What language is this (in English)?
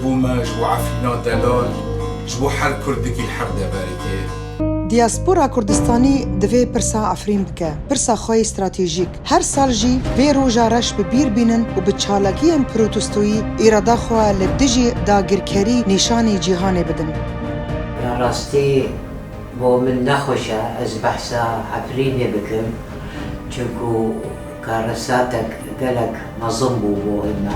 Kurdish